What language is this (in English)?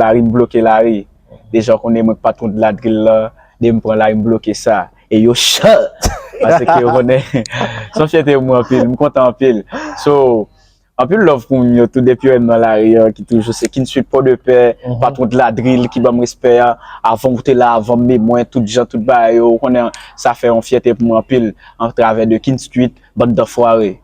Haitian Creole